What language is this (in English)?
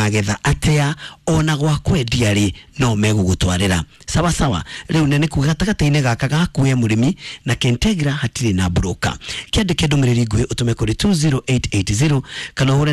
Kikuyu